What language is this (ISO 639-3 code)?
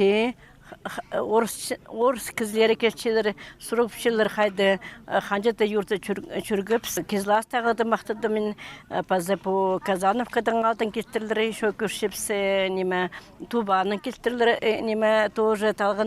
kjh